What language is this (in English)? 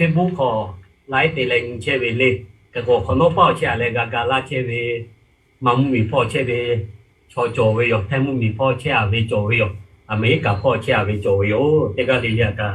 Lahu